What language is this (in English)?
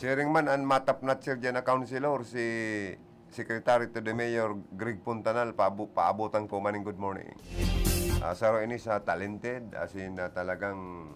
Bikol